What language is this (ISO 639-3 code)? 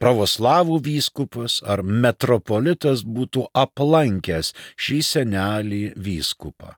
lit